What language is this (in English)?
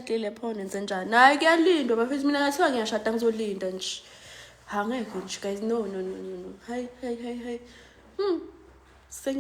Zulu